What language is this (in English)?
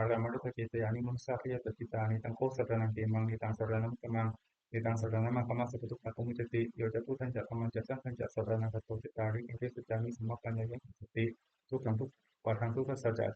Pali